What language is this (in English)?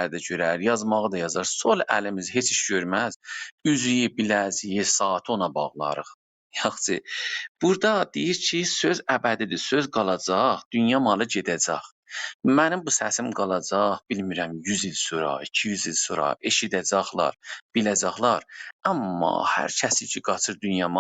South Azerbaijani